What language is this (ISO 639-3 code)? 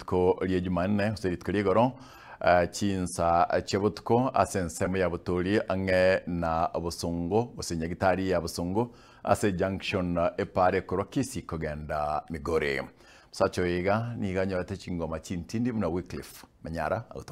guz